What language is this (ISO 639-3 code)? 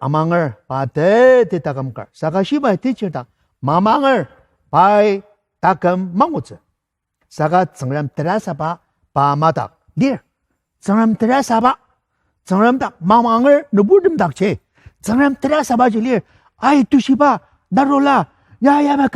njo